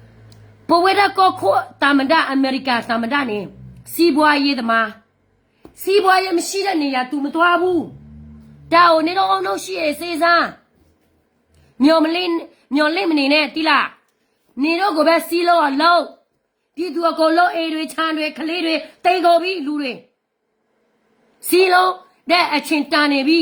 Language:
S'gaw Karen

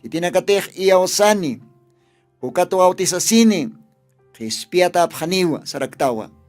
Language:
Aymara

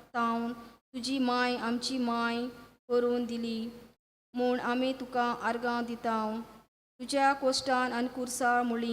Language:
Konkani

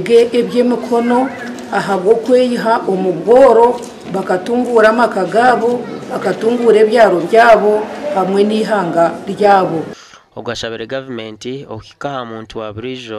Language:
Nyankole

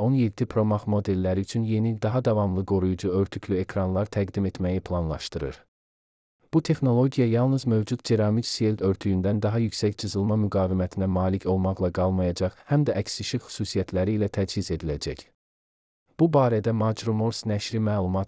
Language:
Azerbaijani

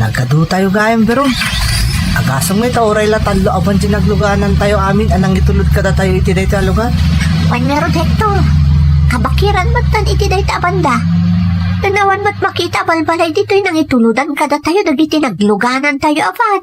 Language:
Iloko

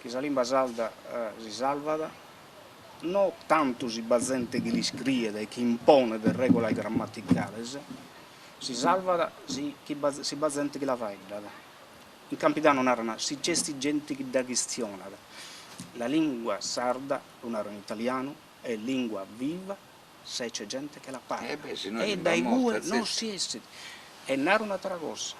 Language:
Sardinian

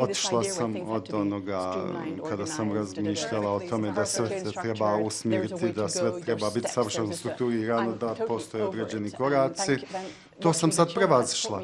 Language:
Bosnian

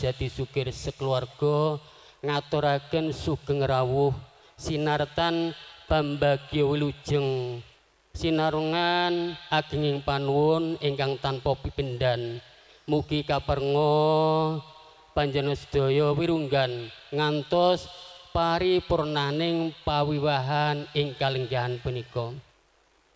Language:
Javanese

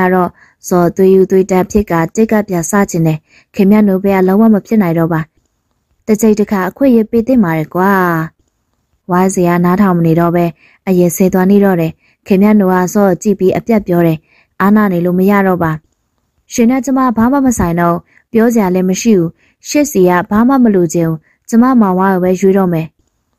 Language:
Burmese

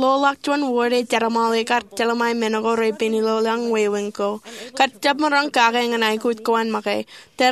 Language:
Marshallese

